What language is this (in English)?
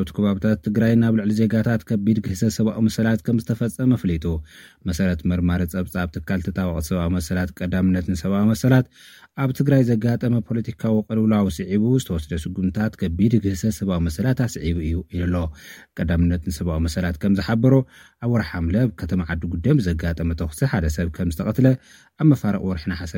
Tigrinya